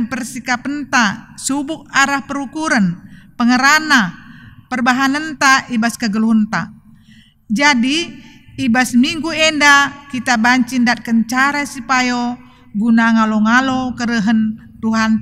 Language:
Batak Karo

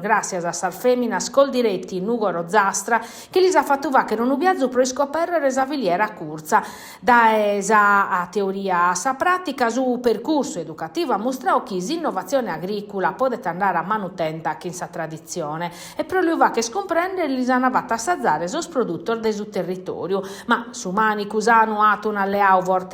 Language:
Sardinian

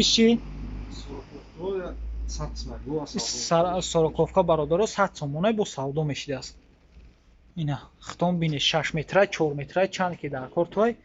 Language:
Tajik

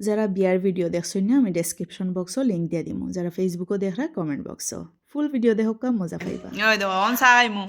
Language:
Sylheti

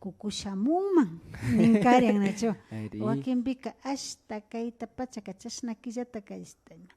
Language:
Imbabura Highland Quichua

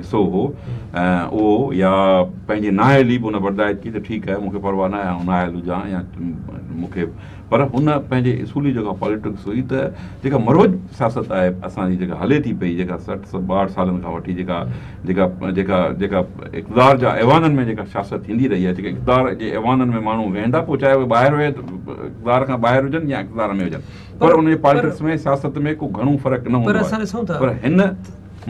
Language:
Sindhi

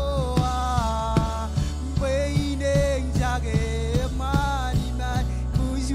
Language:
Marshallese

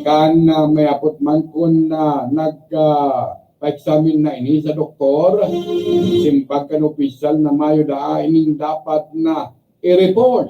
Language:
Bikol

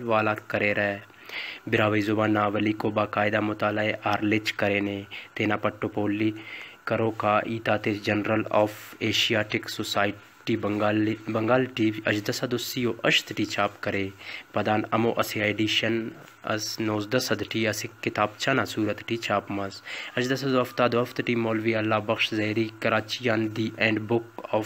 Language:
Brahui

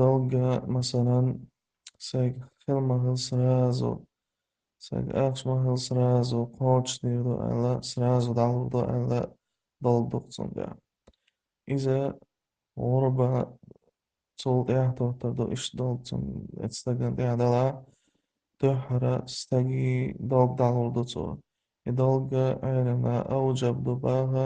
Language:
Chechen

